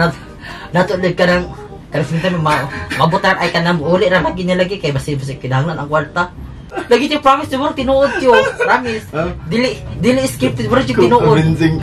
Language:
Cebuano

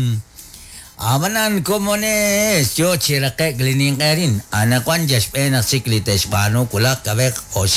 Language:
Kekchí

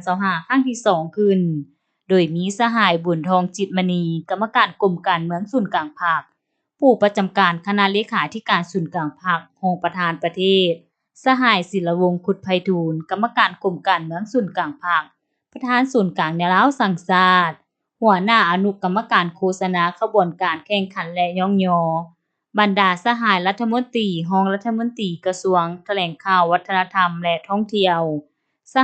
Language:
Lao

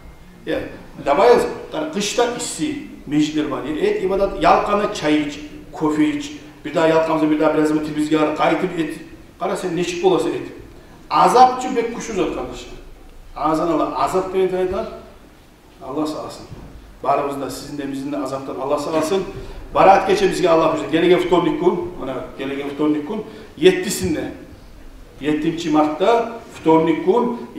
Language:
Kumyk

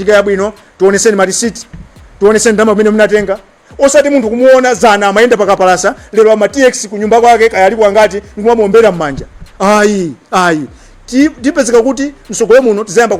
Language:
Nyanja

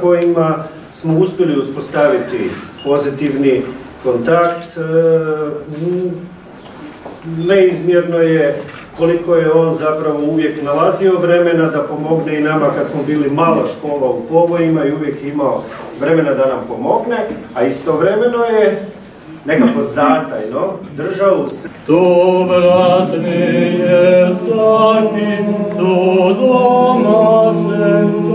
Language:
Croatian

